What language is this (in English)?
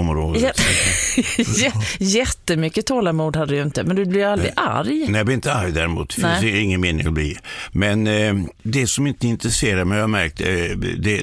Swedish